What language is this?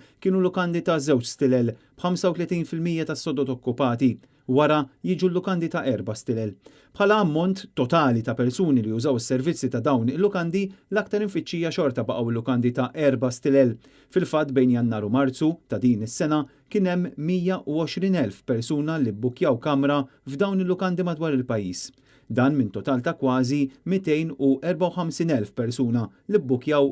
Maltese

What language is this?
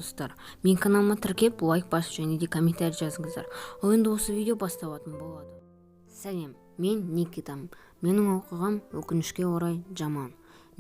Kazakh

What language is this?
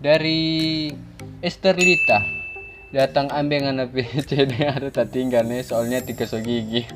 Manado Malay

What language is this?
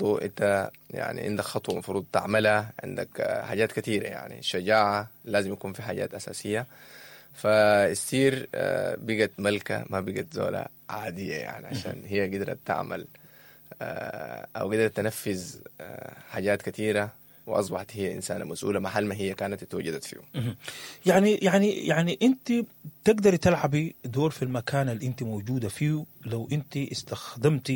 Sudanese Arabic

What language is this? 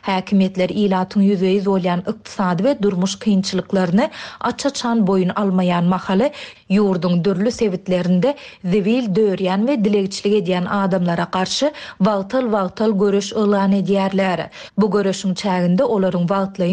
Turkmen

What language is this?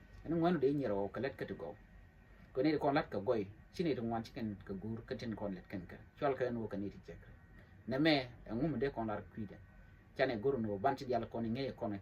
Nuer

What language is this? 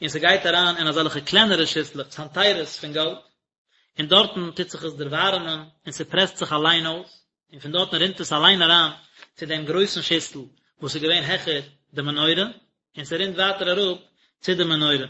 Yiddish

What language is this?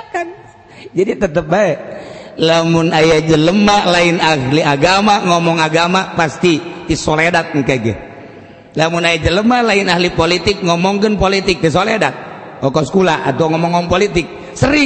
Sundanese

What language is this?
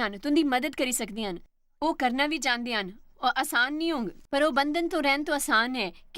Dogri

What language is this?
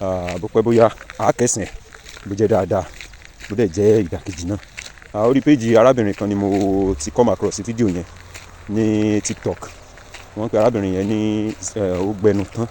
Yoruba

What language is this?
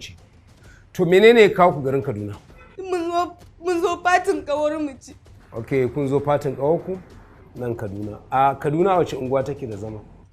Hausa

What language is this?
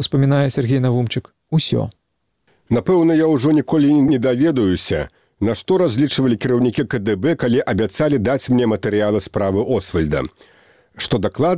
Belarusian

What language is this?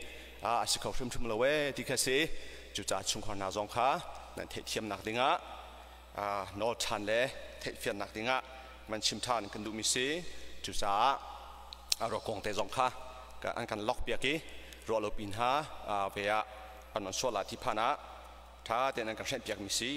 Hakha Chin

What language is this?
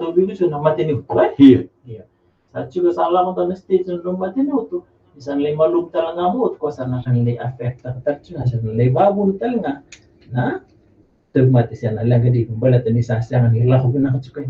Fijian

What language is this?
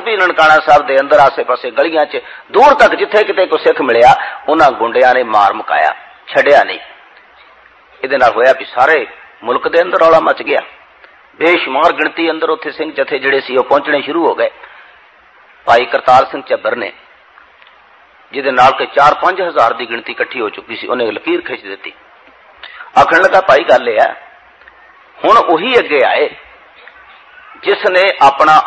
Punjabi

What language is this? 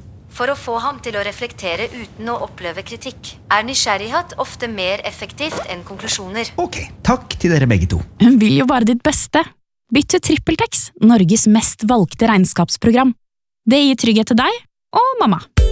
Norwegian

